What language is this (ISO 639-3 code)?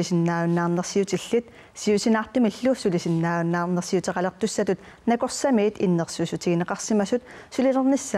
kal